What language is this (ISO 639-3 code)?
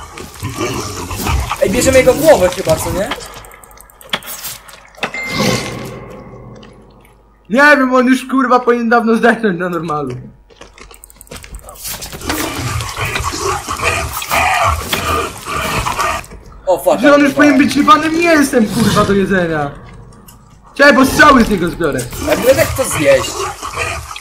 pol